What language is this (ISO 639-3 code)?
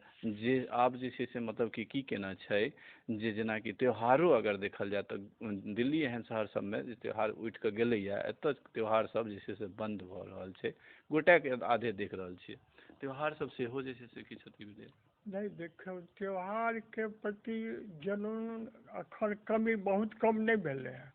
mai